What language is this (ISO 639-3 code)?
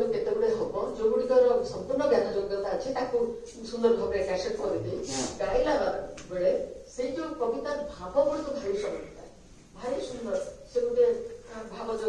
ori